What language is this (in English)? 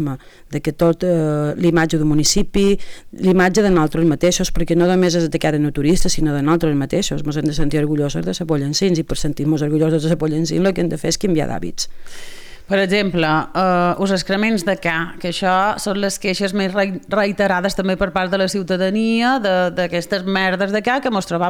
Catalan